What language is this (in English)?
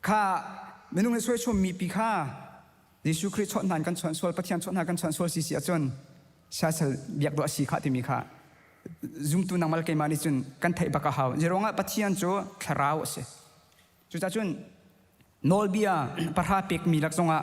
Hakha Chin